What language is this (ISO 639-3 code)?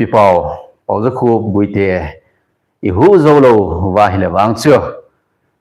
tcz